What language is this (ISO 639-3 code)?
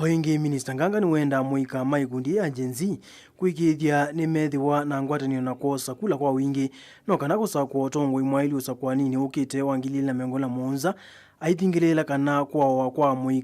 kam